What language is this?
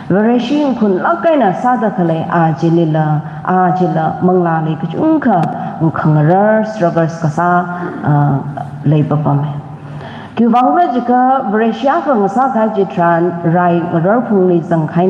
Tangkhul Naga (India)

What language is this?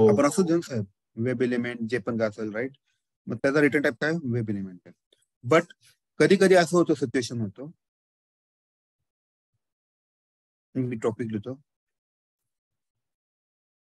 Marathi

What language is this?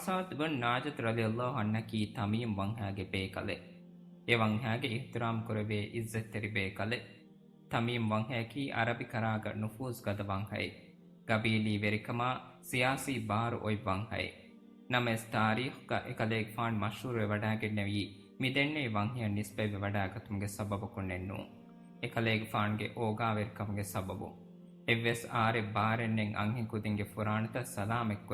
Divehi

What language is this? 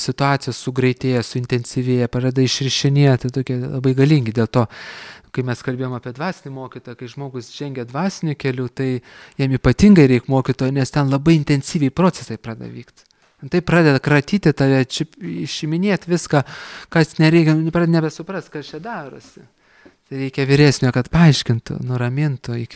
Lithuanian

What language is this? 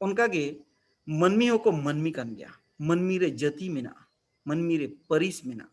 Santali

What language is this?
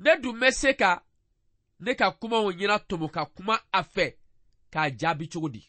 Bambara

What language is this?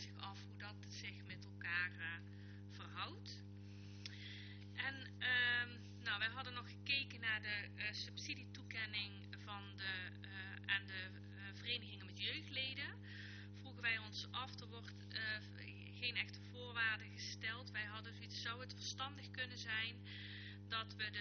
Dutch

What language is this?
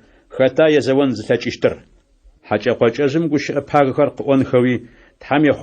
Adyghe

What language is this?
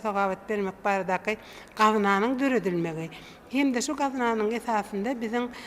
Turkmen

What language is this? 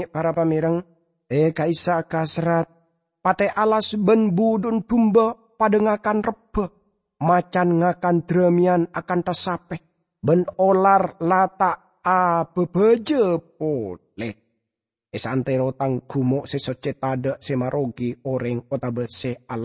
Madurese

